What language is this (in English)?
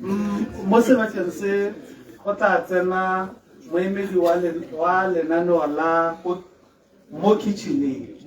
Tswana